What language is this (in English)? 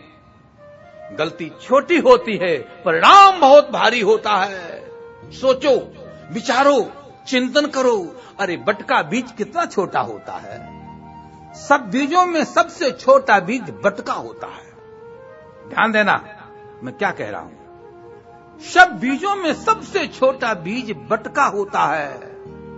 Hindi